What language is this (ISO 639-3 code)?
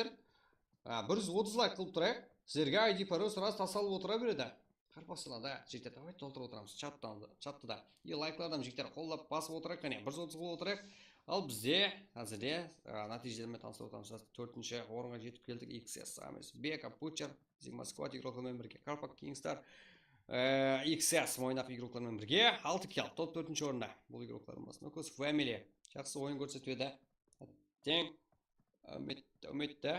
kaa